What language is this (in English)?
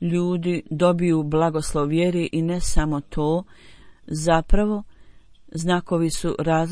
Bosnian